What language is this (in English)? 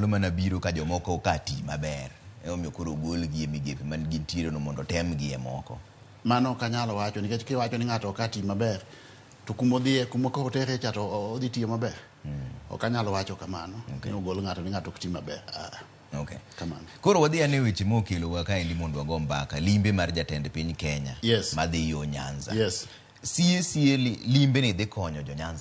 Luo (Kenya and Tanzania)